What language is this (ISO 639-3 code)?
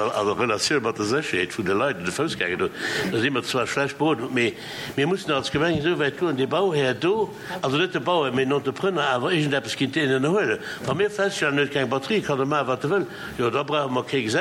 ltz